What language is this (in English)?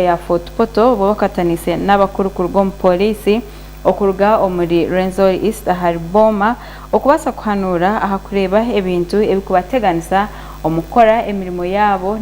Nyankole